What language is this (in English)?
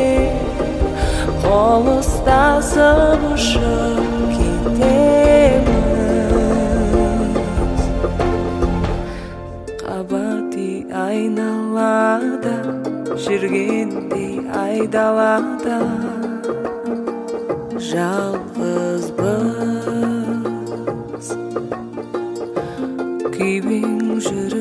Kazakh